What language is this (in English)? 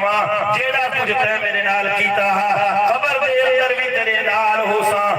Saraiki